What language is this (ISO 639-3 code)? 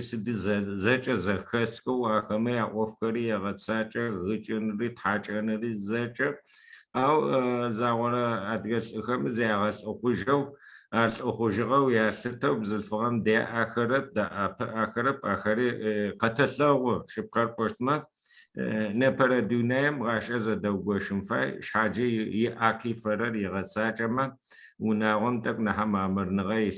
ady